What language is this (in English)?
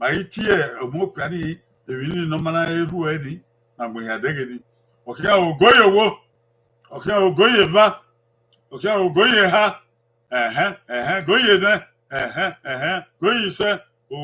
Bini